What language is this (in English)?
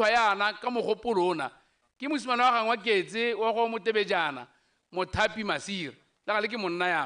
Tswana